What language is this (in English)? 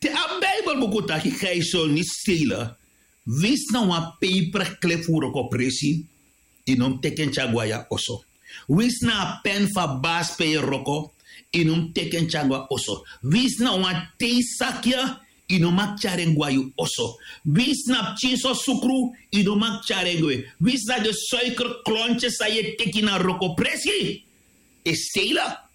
Sranan Tongo